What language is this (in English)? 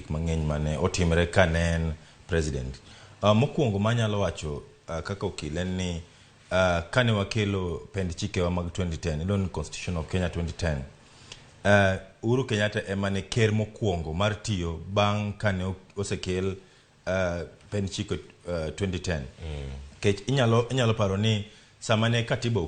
Luo (Kenya and Tanzania)